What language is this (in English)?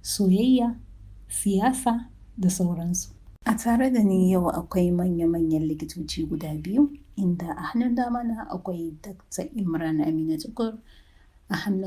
Hausa